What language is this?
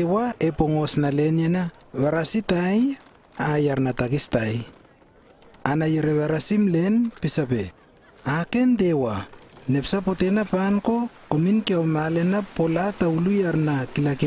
Lewo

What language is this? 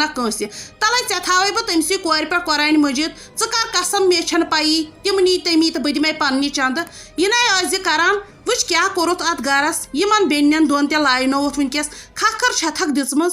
Kashmiri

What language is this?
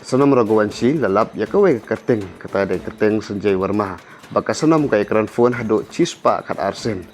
Khasi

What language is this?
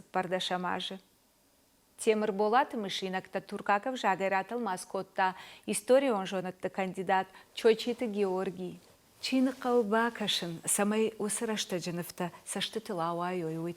Ossetic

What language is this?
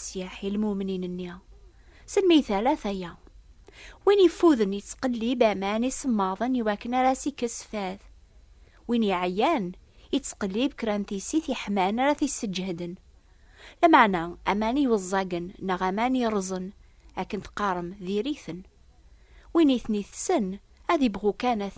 Kabyle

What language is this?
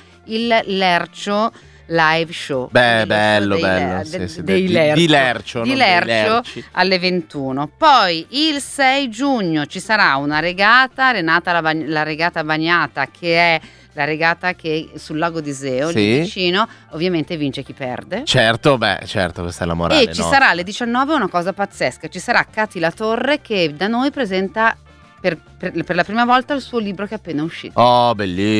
Italian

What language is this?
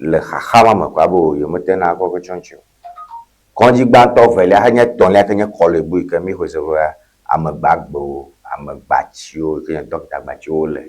Ewe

